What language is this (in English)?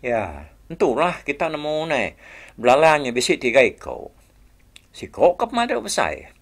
Iban